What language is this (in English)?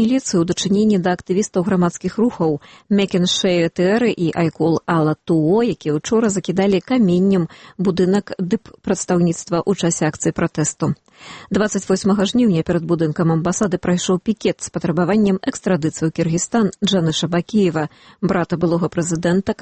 Belarusian